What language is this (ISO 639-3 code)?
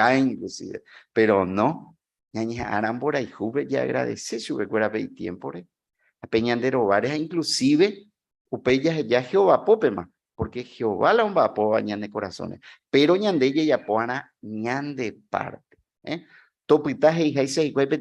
grn